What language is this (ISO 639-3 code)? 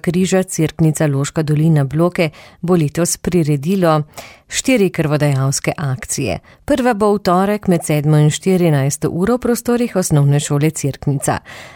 slv